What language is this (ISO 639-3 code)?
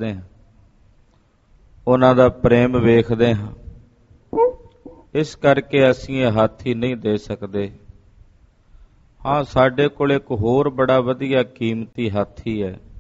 pan